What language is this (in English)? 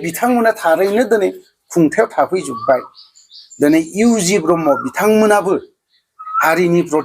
Bodo